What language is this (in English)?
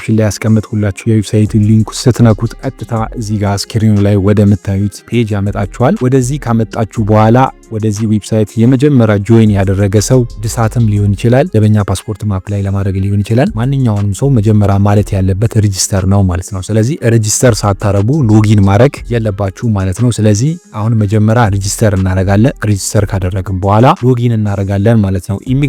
Amharic